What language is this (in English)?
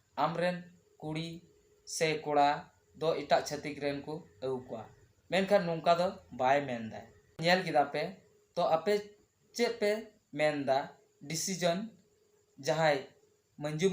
Santali